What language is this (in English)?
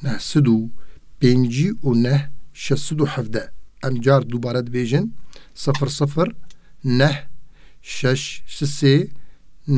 Kurdish